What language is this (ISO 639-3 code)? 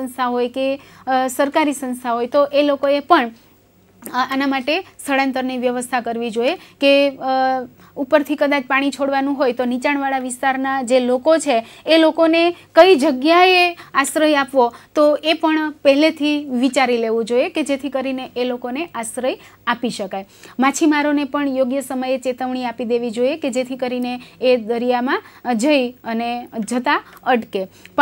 guj